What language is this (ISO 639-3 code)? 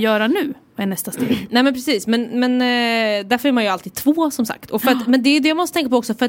swe